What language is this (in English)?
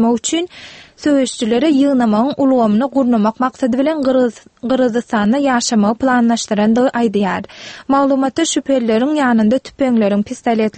Turkmen